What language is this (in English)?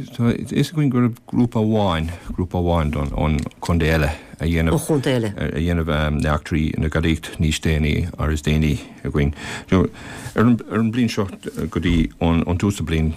Irish